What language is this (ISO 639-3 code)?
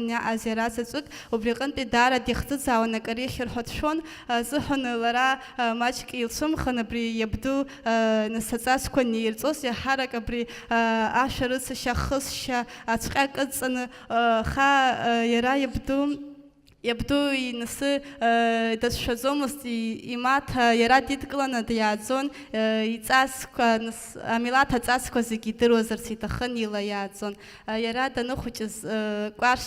abk